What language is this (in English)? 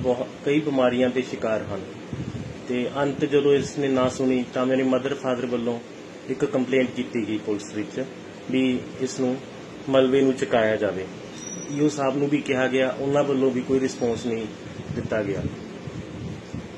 Punjabi